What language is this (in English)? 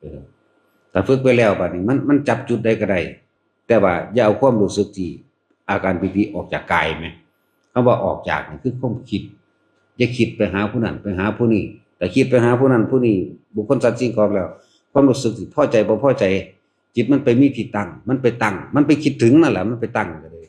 Northeastern Thai